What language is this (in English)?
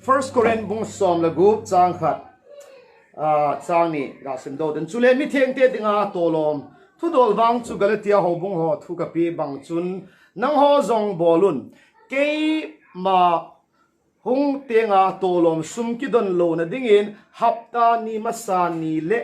Thado Chin